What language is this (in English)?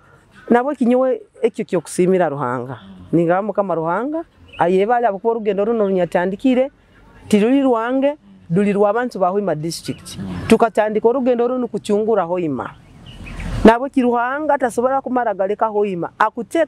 Nyoro